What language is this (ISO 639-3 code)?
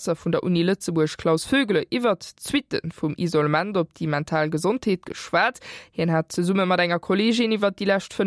ltz